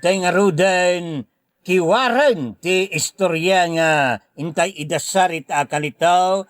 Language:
Iloko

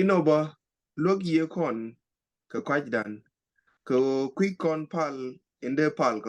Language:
Nuer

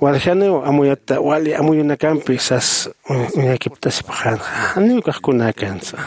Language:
Aymara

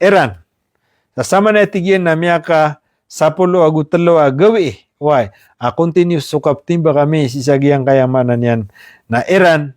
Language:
Maranao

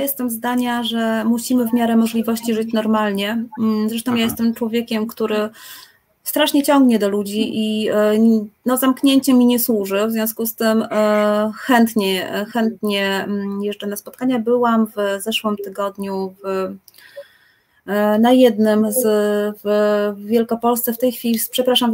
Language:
Polish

